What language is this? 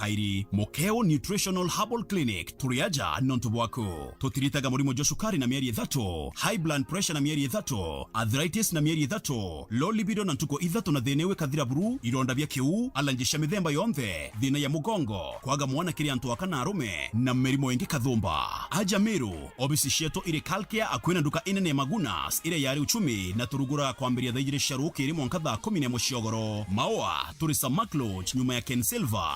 Meru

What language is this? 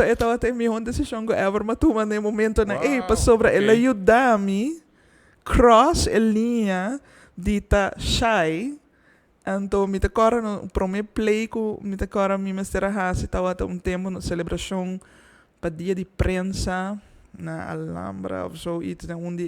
Papiamento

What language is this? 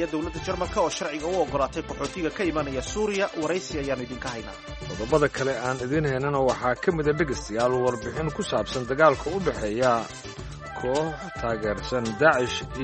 Somali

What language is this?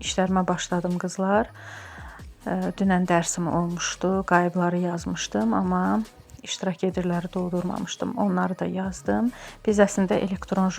Azerbaijani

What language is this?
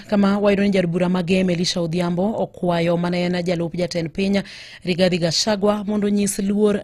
Luo (Kenya and Tanzania)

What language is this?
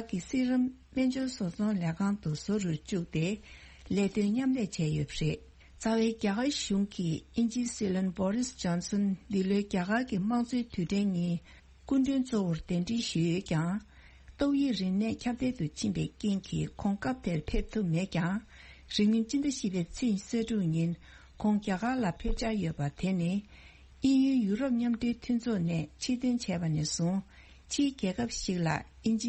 Tibetan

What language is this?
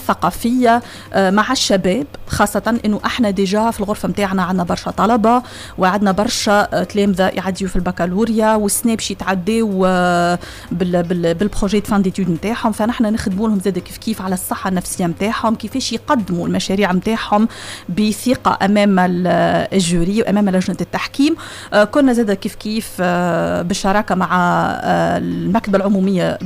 Tunisian Arabic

